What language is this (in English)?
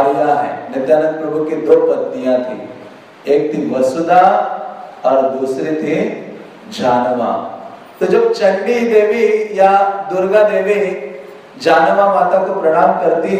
Hindi